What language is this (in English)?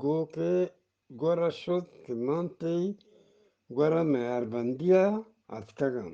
Eastern Balochi